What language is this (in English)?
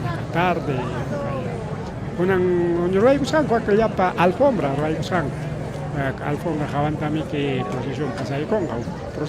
Ayacucho Quechua